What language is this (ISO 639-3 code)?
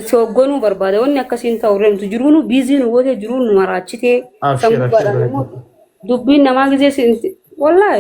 orm